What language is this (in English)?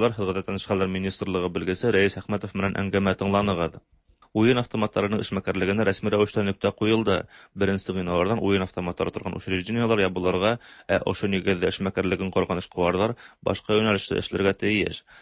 Tatar